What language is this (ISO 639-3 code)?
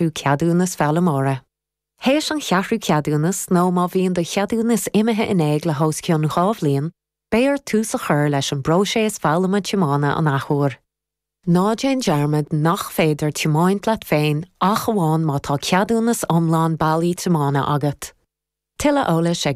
gle